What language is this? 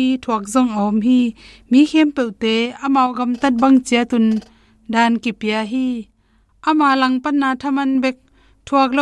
Tedim Chin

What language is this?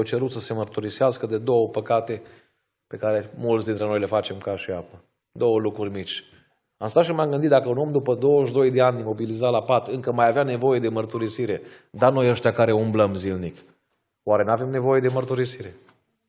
Romanian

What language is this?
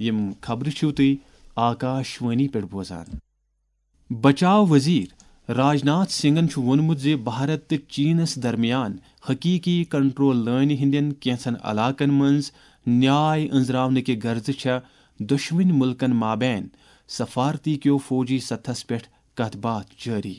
Kashmiri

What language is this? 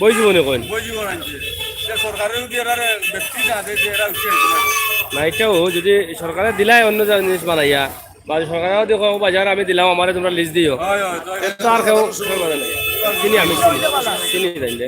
Sylheti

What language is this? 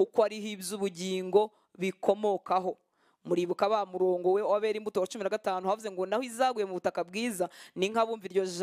Kinyarwanda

